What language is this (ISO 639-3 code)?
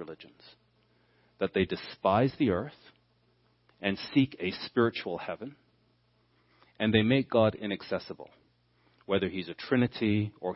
eng